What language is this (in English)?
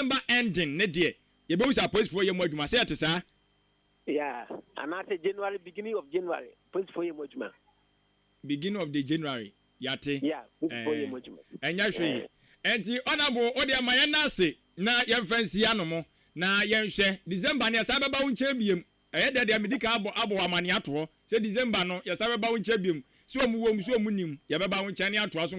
Akan